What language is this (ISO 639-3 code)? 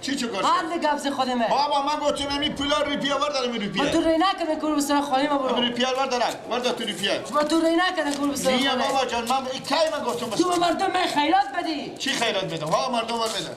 fas